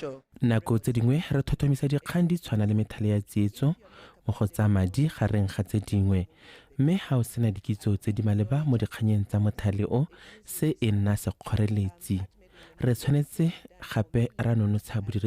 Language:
Tswana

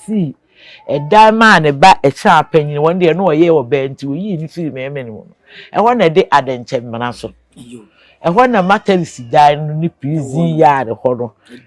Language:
Akan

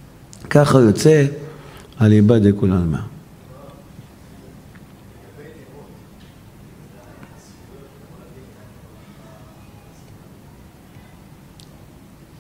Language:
Hebrew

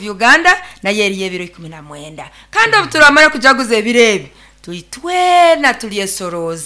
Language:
Nyoro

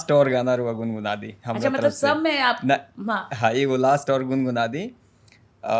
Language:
Bhojpuri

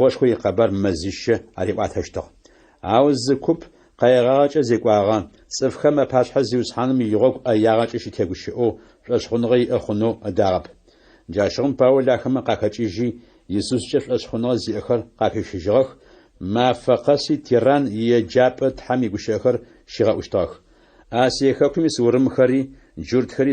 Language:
Adyghe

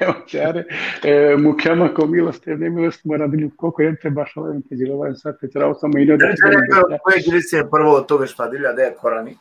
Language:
Balkan Romani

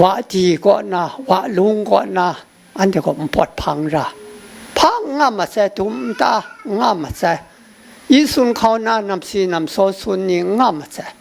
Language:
Kachin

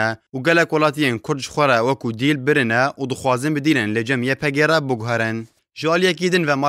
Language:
Kurdish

